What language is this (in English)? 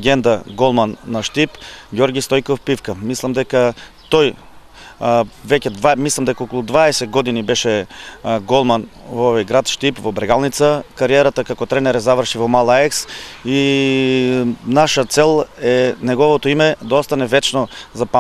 Macedonian